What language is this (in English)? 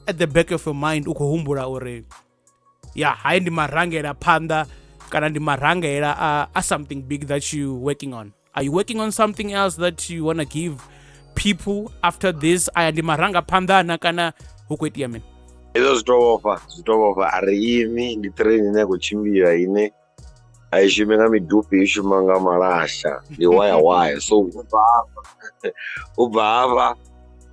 Venda